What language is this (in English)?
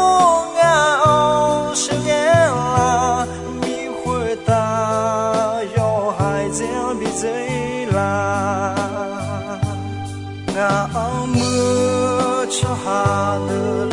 Akha